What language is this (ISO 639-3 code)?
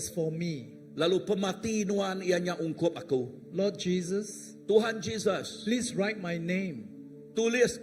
iba